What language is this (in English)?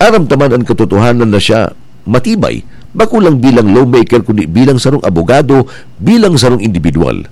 Bikol